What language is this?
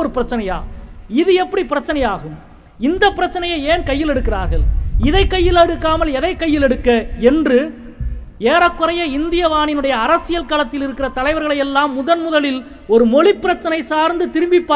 Tamil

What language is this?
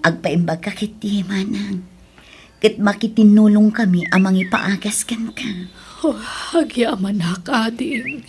Iloko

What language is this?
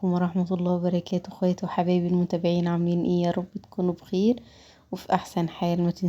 Egyptian Arabic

